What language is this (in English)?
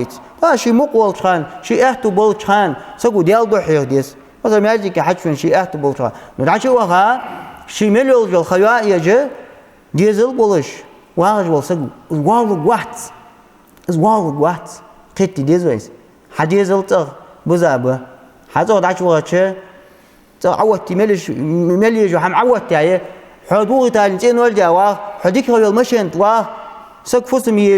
Ingush